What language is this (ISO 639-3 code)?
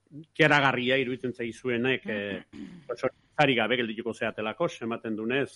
eus